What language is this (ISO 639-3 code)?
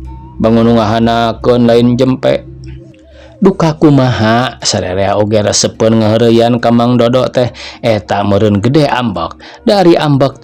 sun